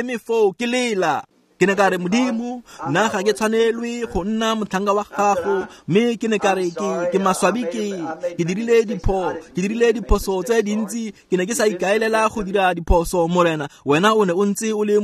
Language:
Tswana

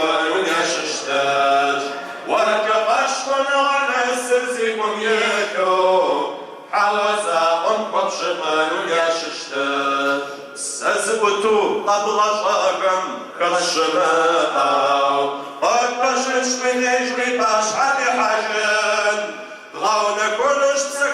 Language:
Kabardian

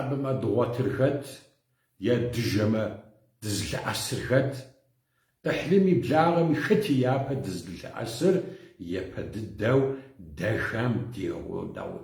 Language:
Kabardian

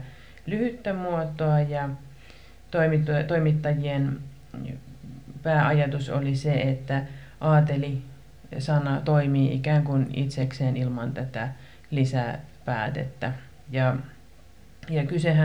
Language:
Finnish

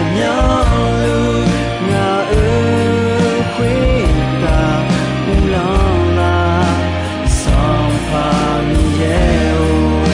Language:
Akha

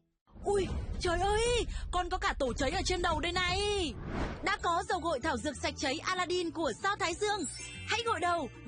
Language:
Vietnamese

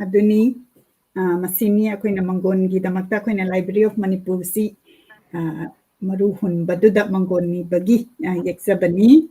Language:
Manipuri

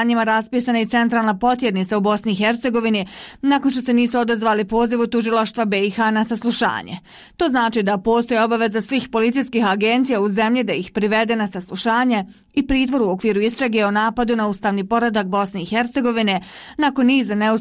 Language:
Bosnian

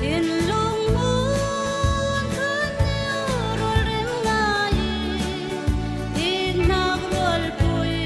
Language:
Falam Chin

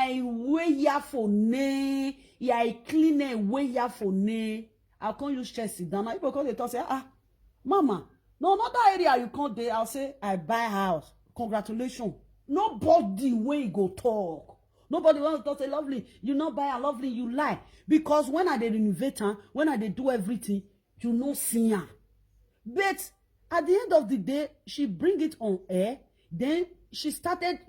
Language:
Nigerian Pidgin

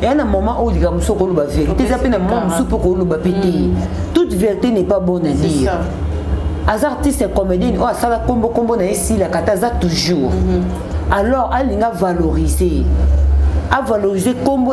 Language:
Lingala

